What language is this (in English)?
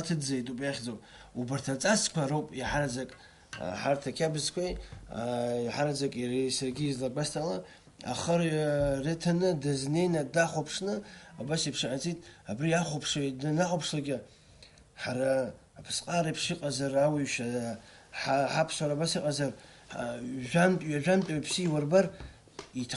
Abkhazian